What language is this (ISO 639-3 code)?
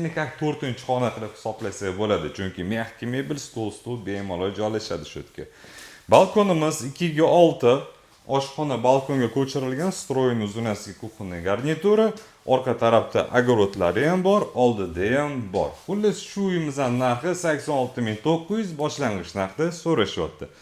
uzb